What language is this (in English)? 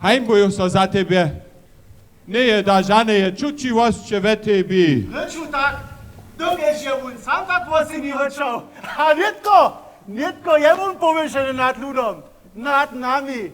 Upper Sorbian